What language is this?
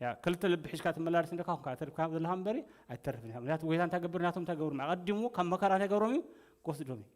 Tigrinya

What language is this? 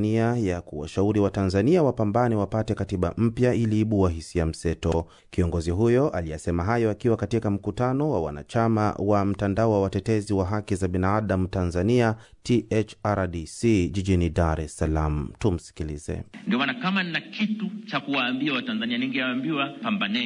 Swahili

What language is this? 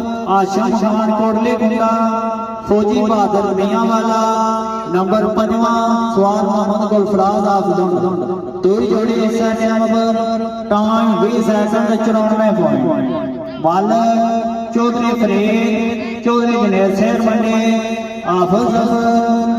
Pahari-Potwari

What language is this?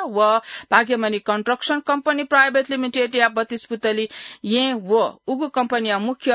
Newari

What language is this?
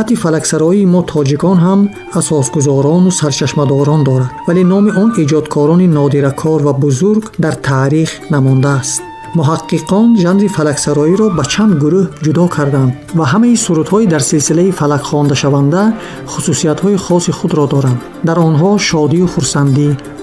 Tajik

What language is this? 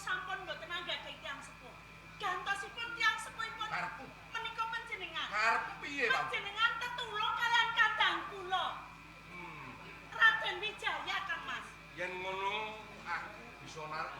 Javanese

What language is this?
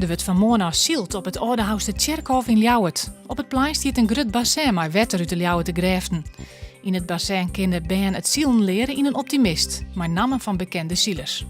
Western Frisian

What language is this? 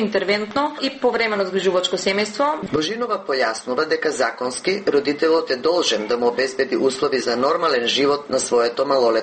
Macedonian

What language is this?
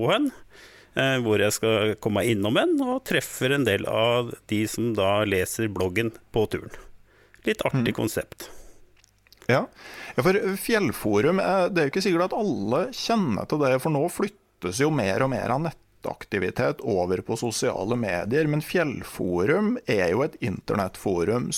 Norwegian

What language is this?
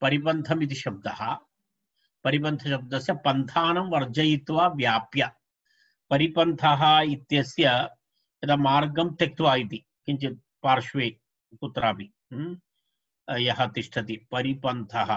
Sanskrit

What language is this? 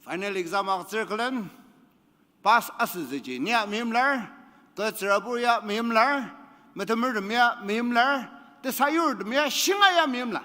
Ao Naga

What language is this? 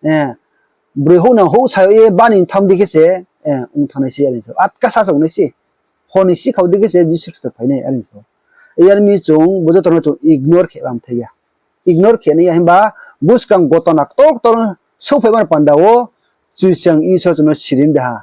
Riang (India)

